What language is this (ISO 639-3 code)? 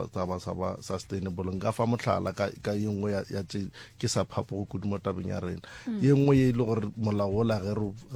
nso